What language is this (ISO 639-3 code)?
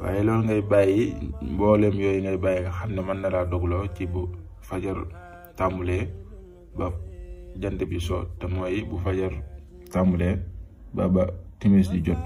wol